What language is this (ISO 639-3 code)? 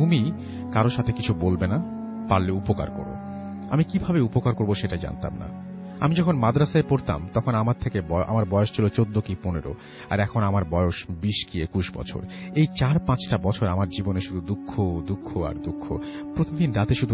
ben